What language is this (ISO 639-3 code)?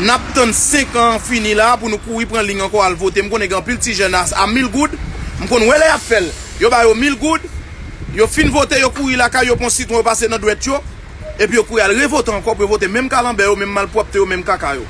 hat